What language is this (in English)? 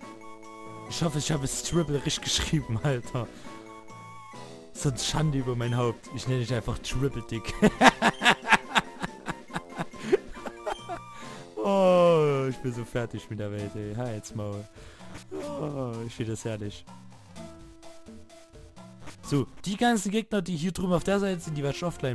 German